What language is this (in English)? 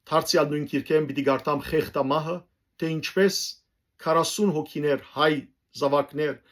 Western Armenian